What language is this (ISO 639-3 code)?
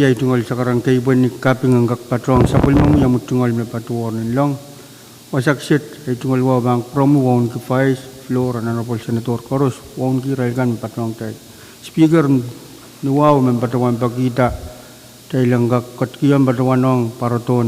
pon